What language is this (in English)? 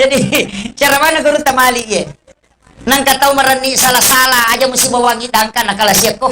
Buginese